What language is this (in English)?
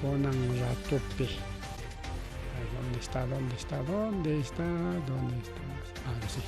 Ayacucho Quechua